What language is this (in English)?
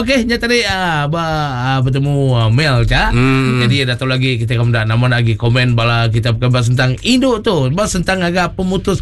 Iban